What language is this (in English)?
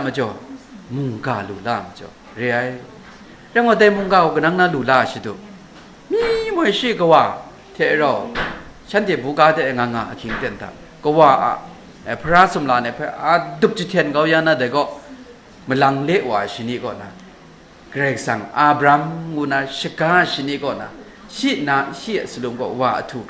Kachin